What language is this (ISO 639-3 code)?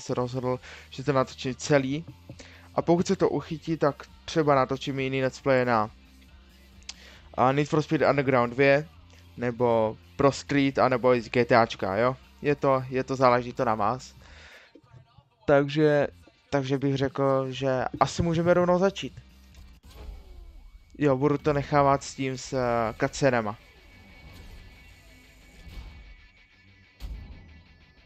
ces